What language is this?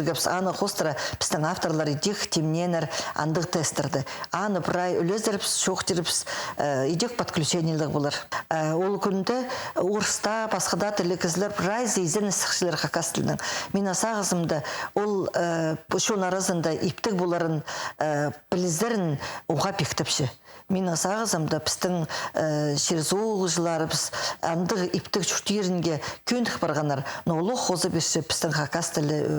Khakas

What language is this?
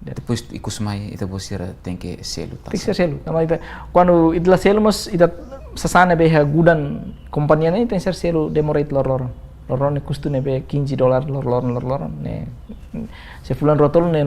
Tetum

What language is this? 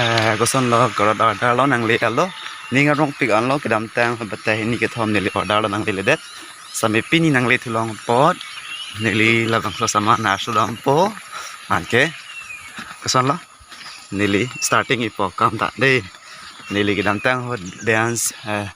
Karbi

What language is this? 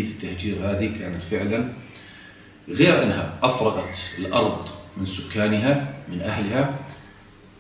South Levantine Arabic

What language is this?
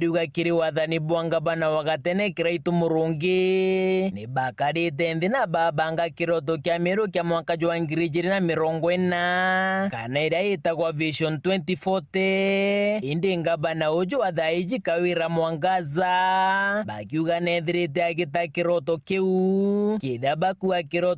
Meru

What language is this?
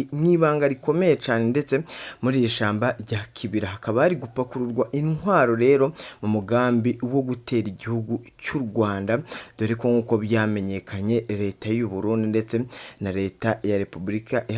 Rundi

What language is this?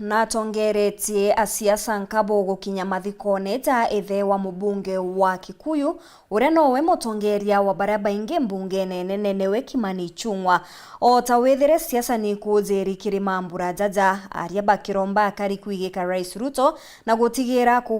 Meru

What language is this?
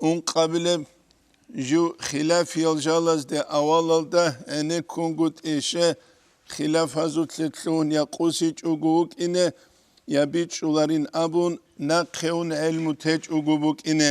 Avaric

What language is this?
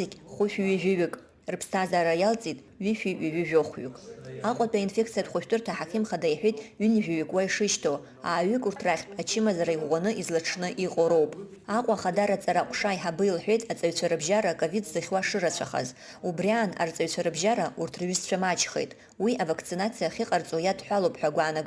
Abkhazian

